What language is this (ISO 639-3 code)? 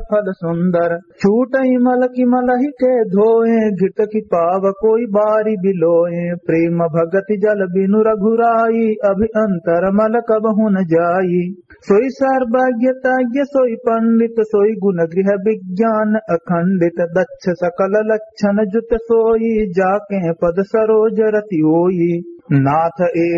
awa